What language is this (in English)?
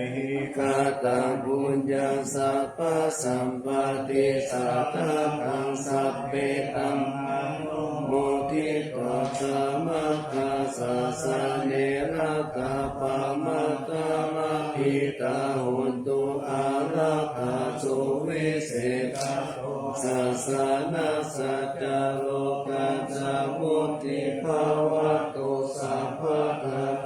Pali